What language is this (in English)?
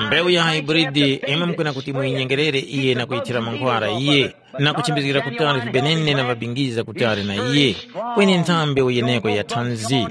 Tumbuka